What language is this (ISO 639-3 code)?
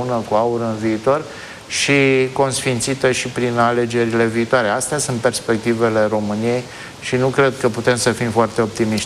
ron